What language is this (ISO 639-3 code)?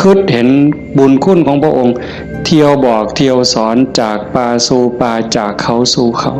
tts